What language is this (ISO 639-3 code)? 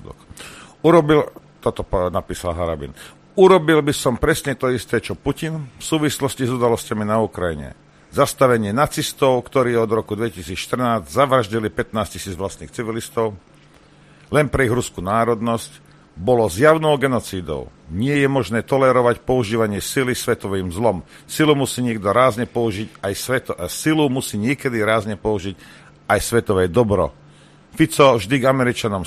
slk